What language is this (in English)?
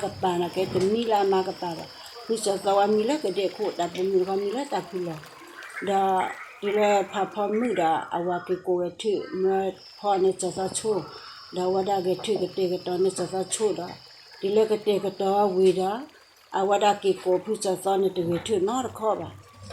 S'gaw Karen